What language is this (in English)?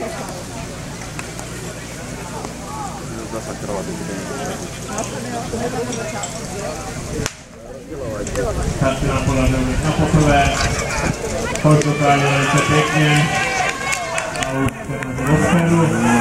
Czech